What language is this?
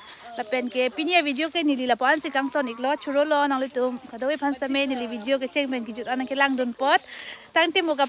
Karbi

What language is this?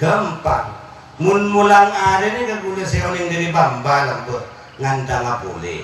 Madurese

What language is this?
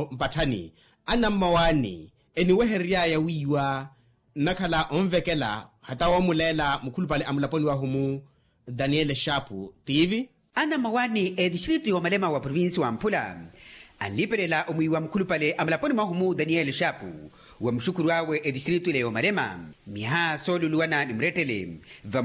Makhuwa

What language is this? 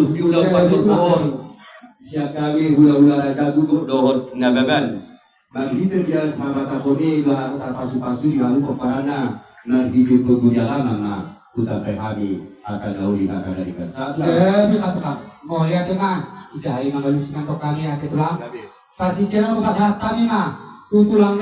Batak Toba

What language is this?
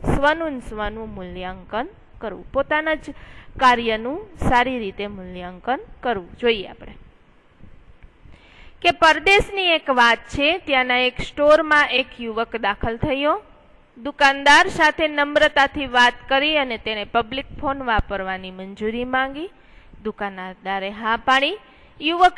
Gujarati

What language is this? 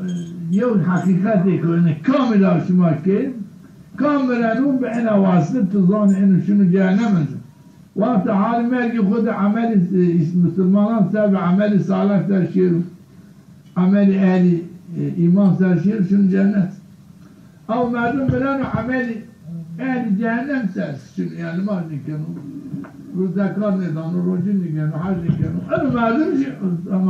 Zaza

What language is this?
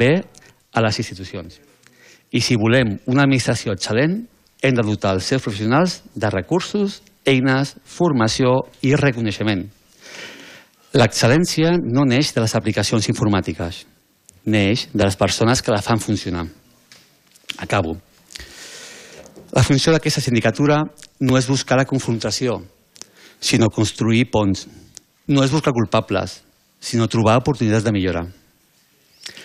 Catalan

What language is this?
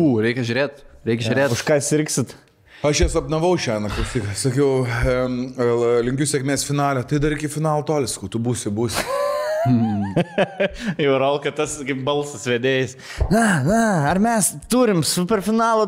Lithuanian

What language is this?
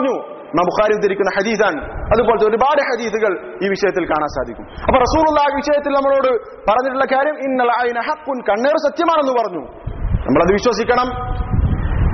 Malayalam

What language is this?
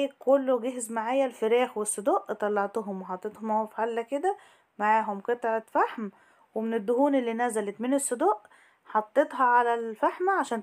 Egyptian Arabic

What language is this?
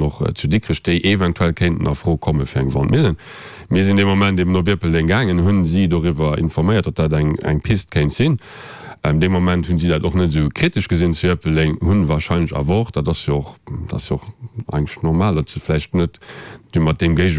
Luxembourgish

